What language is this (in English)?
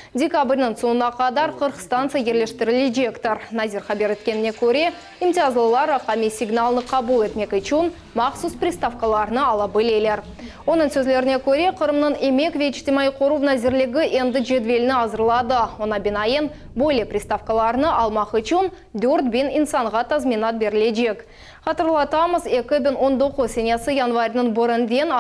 Crimean Tatar